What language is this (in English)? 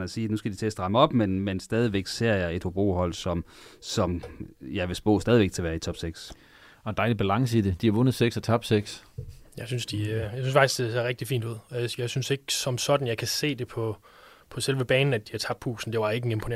Danish